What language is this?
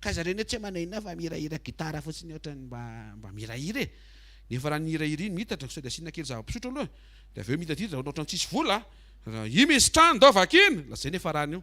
Malagasy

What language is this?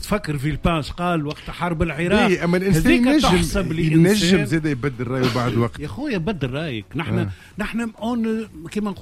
Tunisian Arabic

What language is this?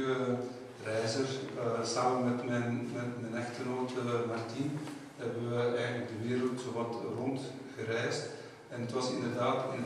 Dutch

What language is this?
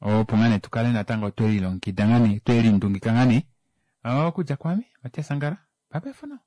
Kuanyama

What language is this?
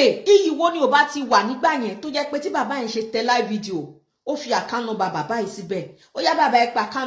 Yoruba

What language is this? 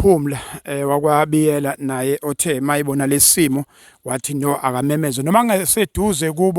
Zulu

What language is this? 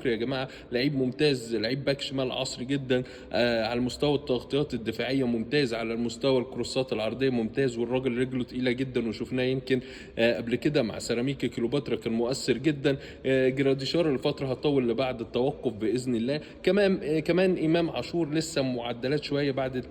Egyptian Arabic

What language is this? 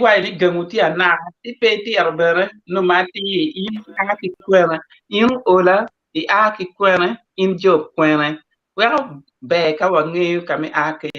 Acoli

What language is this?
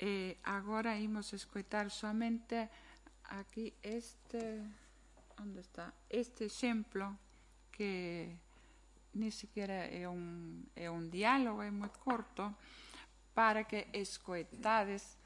Galician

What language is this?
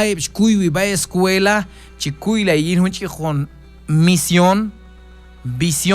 Q'anjob'al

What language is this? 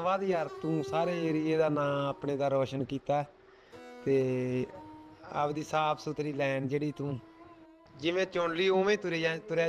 Punjabi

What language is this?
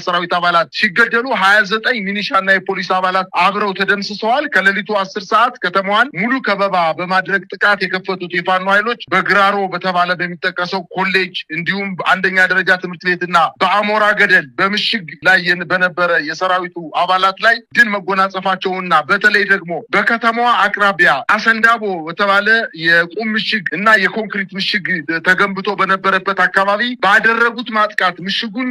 Amharic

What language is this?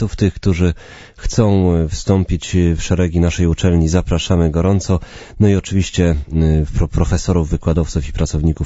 Polish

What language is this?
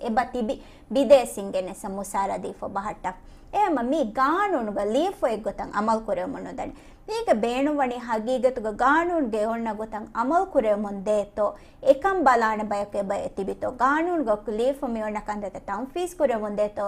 Divehi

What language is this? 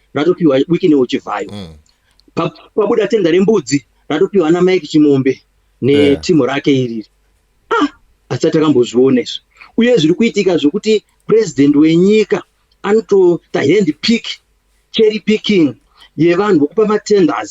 Shona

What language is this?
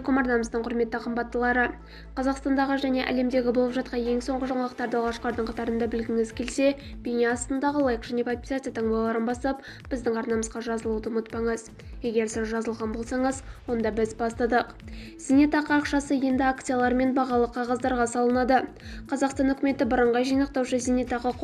Kazakh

